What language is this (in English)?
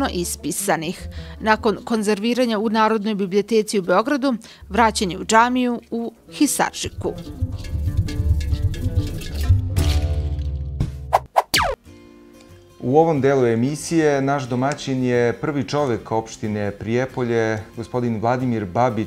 Serbian